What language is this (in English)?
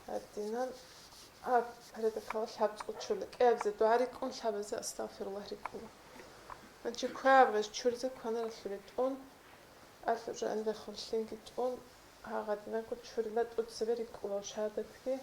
Avaric